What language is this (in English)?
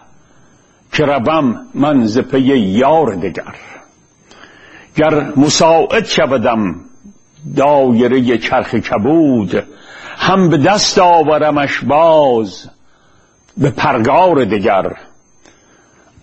Persian